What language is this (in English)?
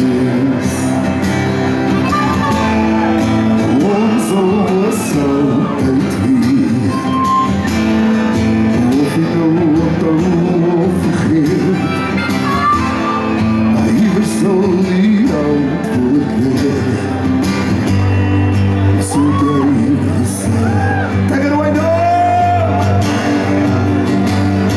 Afrikaans